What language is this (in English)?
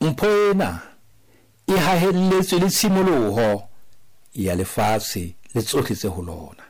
Southern Sotho